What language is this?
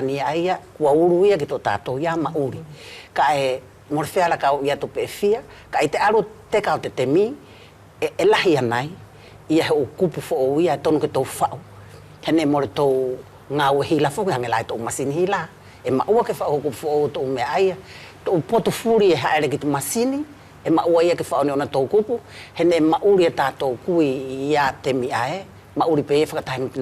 Wallisian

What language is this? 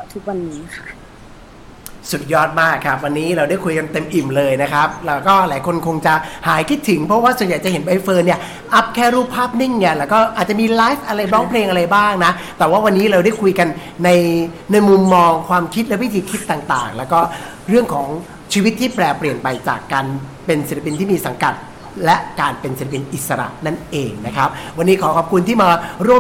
Thai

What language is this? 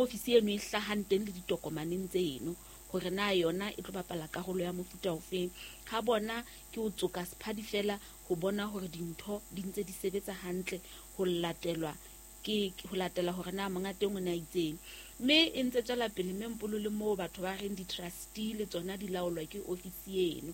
Southern Sotho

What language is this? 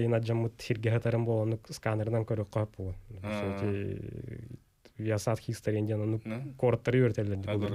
Yakut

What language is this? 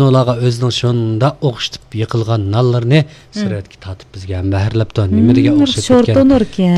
Uyghur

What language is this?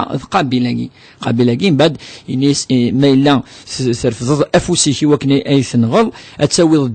Kabyle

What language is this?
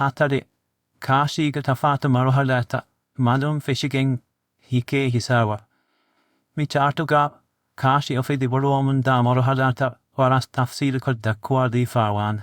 Divehi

